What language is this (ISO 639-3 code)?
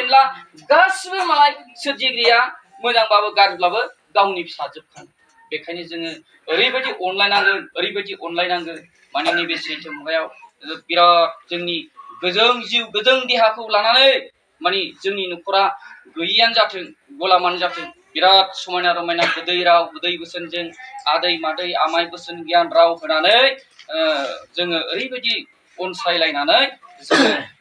brx